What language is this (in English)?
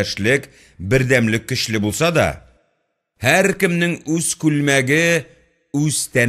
Tatar